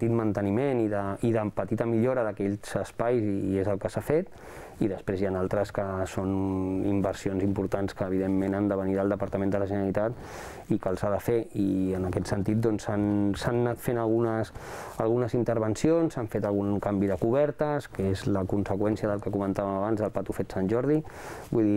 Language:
Catalan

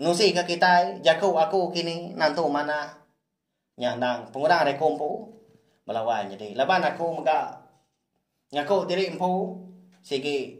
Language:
Iban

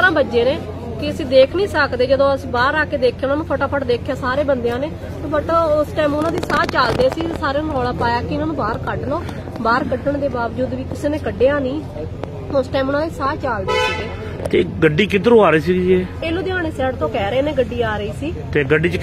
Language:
Punjabi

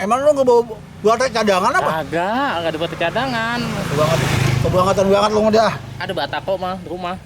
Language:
Betawi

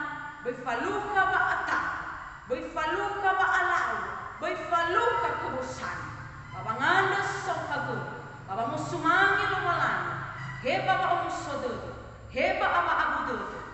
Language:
Nias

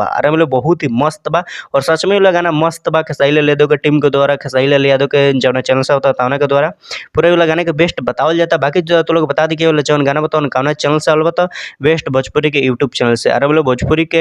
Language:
Bhojpuri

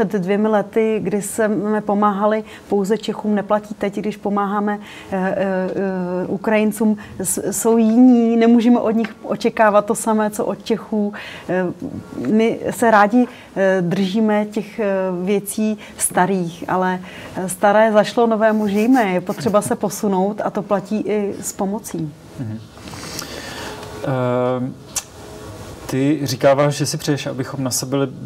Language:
Czech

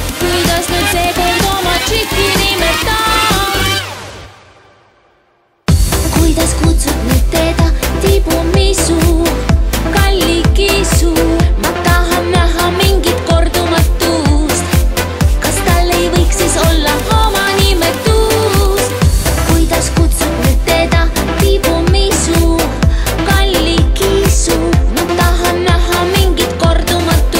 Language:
Estonian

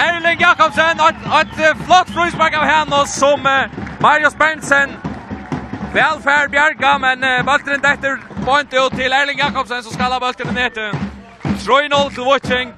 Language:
Faroese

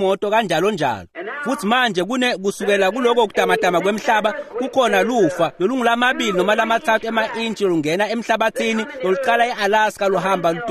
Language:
Swati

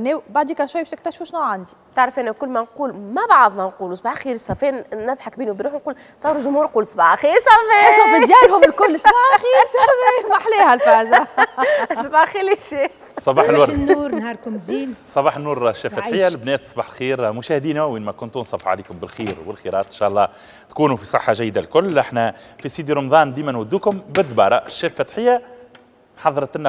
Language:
Tunisian Arabic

